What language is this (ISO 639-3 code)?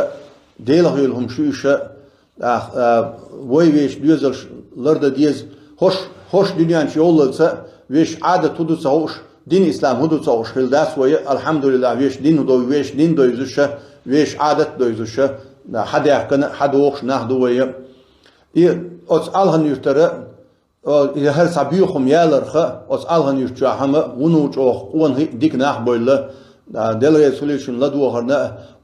che